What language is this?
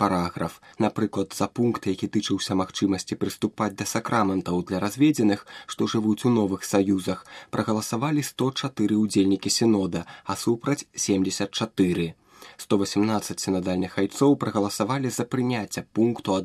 Belarusian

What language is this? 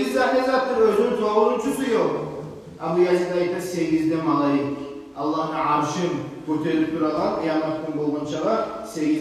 Kumyk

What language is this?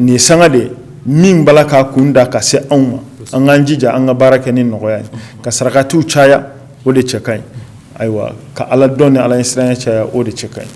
Bambara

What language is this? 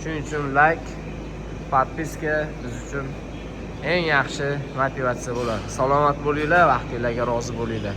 Uzbek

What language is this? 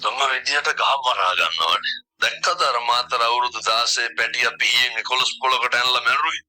Sinhala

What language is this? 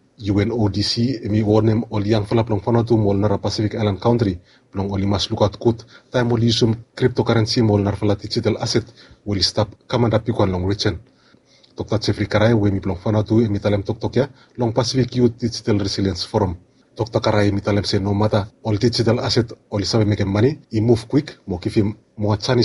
Bislama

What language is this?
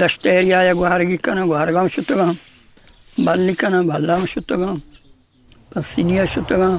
Eastern Balochi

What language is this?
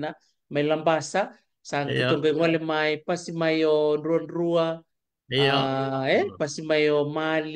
Fijian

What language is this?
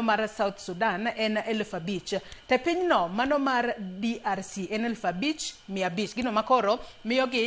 Luo (Kenya and Tanzania)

